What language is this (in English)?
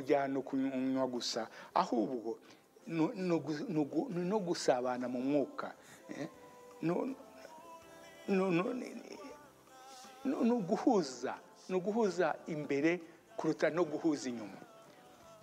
Kinyarwanda